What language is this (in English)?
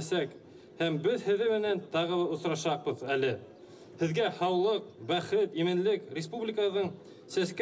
Bashkir